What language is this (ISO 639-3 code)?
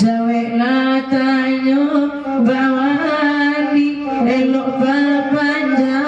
min